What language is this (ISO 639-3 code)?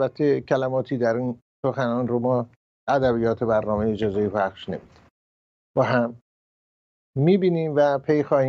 fas